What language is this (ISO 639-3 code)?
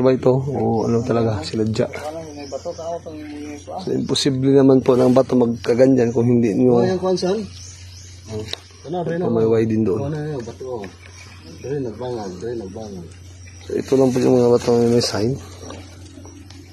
fil